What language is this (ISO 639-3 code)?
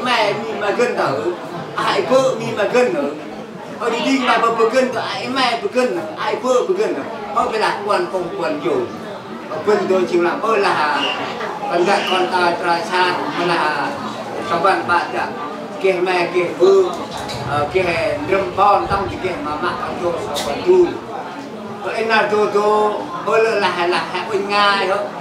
cmo